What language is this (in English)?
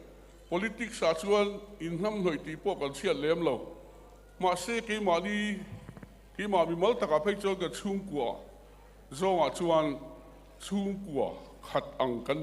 Mizo